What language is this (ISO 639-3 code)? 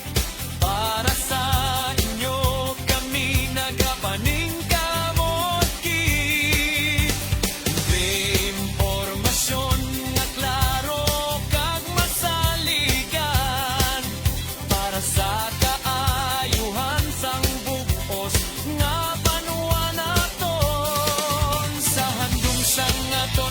hil